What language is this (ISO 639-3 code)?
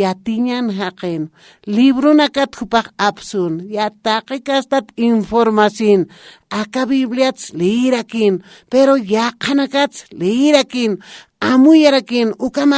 aym